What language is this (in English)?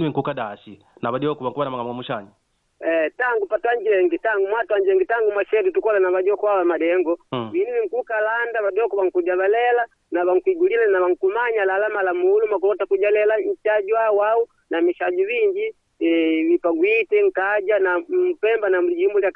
Makonde